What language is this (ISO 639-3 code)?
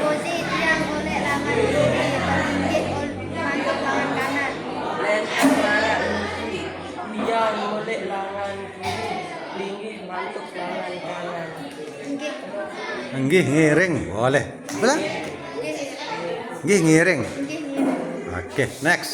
sas